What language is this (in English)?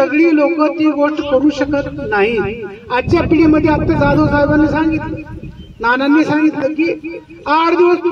Marathi